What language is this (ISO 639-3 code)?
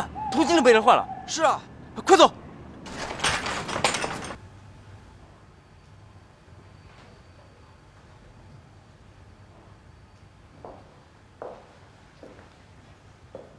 zho